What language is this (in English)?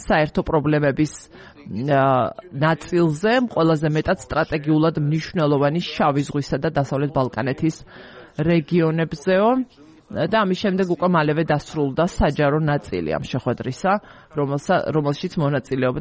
Georgian